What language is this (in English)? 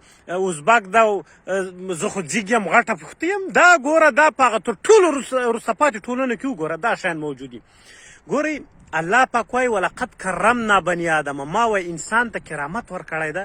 Pashto